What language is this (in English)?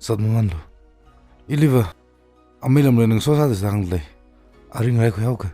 Tangkhul Naga (India)